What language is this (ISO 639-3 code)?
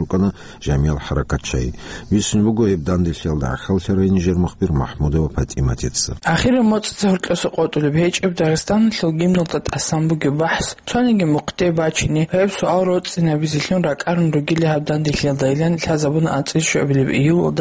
ava